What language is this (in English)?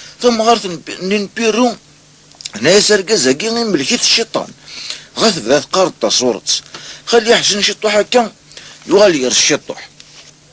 Kabyle